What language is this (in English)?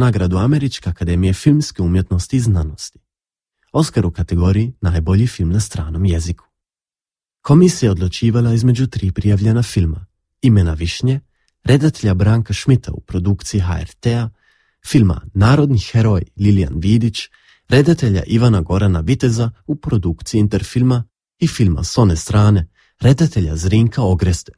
Croatian